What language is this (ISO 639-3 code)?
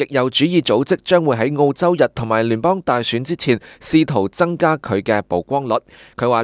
yue